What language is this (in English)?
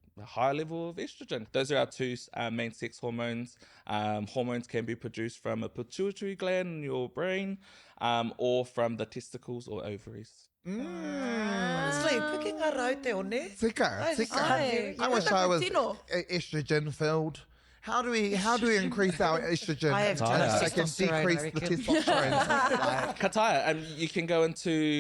Māori